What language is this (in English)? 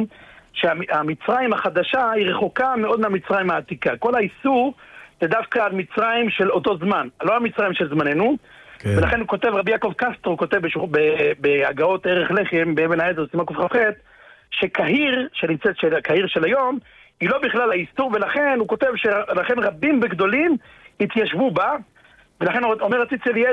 Hebrew